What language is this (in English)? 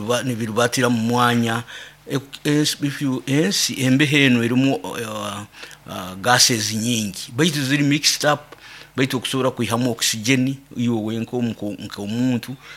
Nyoro